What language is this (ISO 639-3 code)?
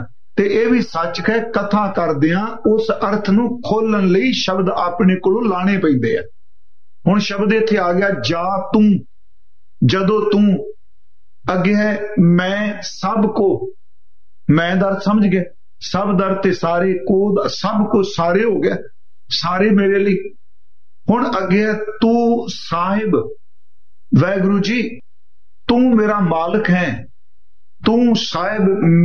pan